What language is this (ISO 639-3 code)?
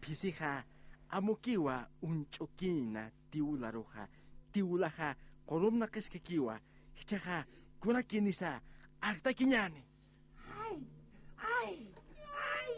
aym